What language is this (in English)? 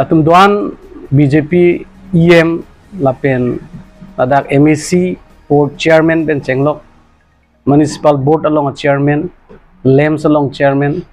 Karbi